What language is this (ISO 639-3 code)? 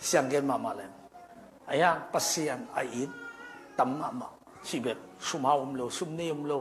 ctd